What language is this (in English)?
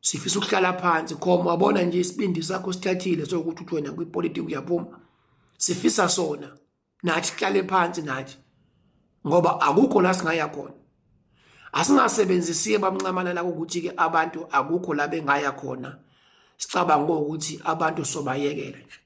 Zulu